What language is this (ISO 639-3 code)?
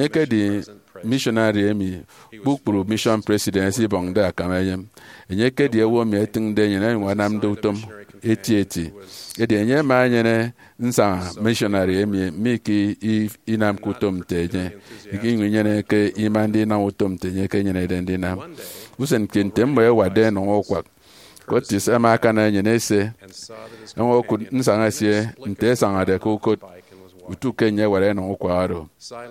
efi